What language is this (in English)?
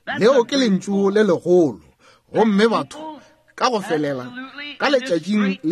Northern Sotho